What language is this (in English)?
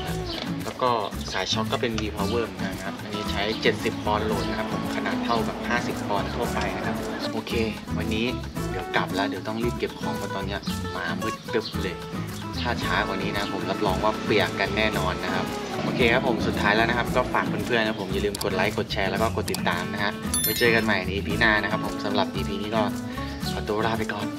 Thai